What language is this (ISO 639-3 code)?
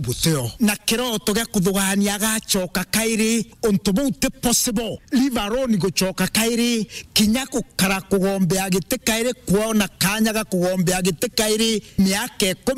mer